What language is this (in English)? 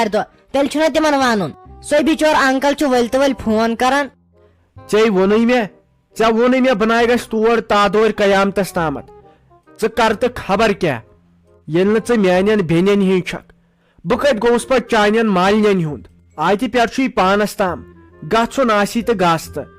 Kashmiri